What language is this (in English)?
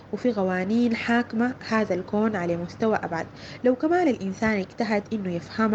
Sudanese Arabic